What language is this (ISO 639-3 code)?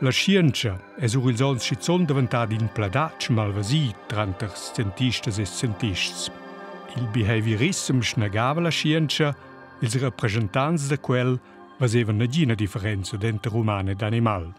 roh